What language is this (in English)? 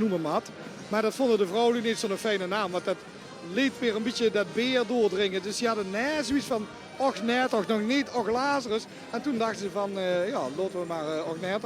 Limburgish